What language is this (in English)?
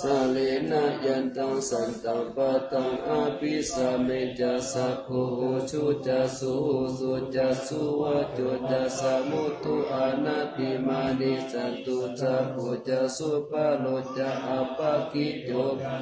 Pali